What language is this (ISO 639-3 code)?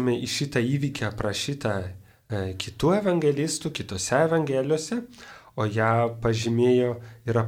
lit